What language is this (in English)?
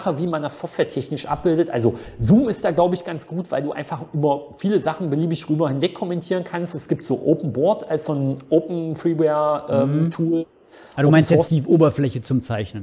German